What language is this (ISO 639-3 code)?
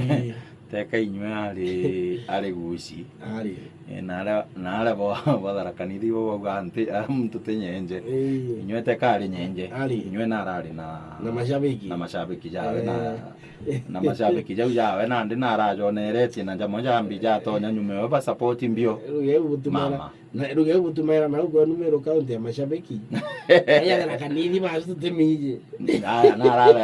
mer